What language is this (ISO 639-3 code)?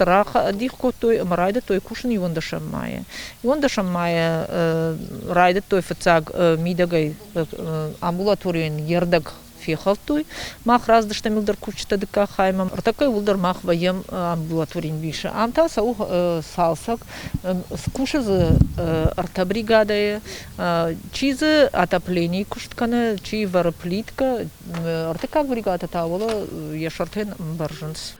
oss